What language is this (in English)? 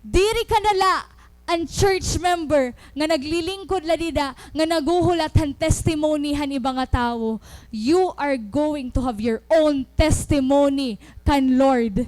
Waray